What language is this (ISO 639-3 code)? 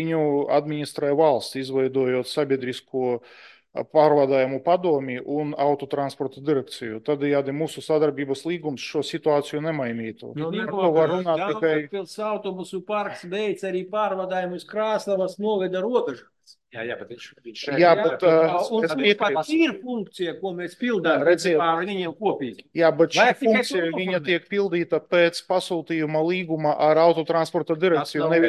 lav